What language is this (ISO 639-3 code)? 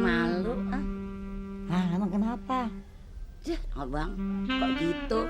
bew